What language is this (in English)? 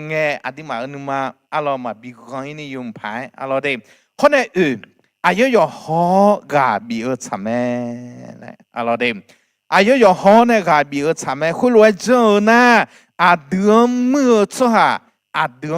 Akha